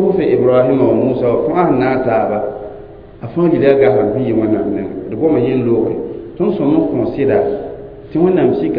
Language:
Mossi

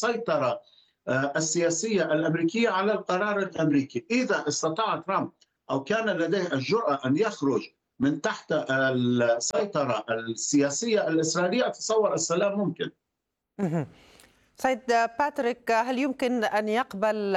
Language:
Arabic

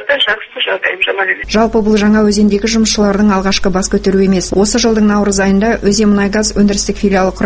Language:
Kazakh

